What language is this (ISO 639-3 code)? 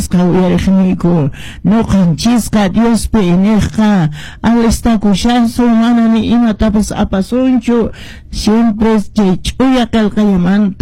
que